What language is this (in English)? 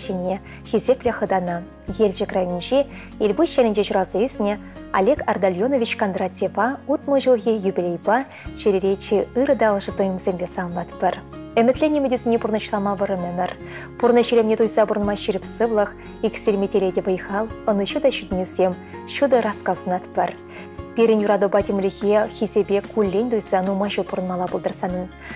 Chuvash